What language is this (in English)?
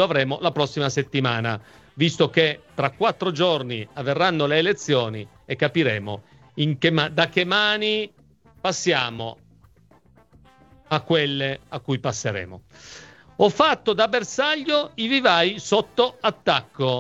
Italian